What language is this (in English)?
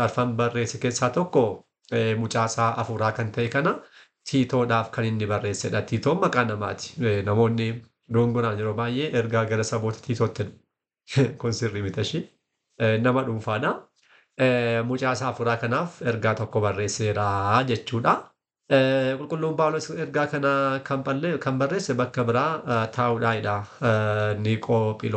Oromo